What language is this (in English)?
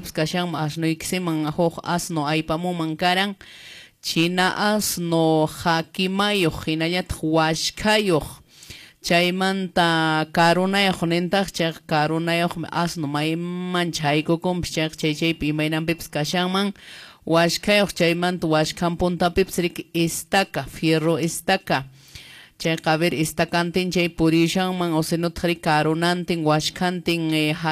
Quechua